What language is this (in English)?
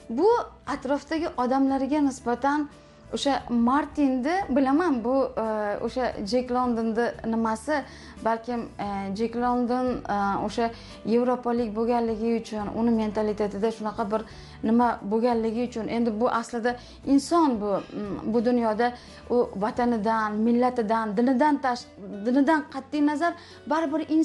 Uzbek